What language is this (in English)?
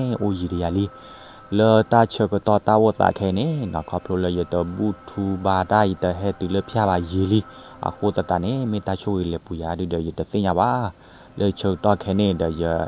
S'gaw Karen